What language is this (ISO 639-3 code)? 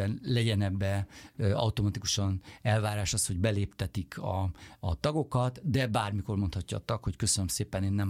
hun